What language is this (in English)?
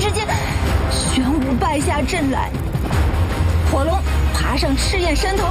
Chinese